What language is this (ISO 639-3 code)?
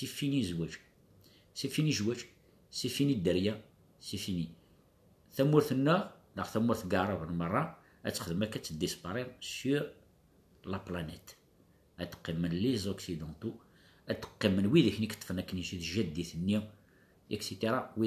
kab